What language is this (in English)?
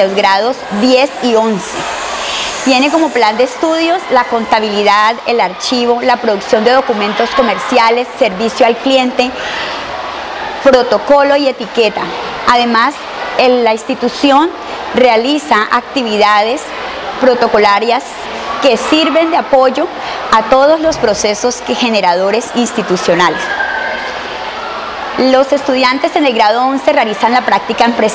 Spanish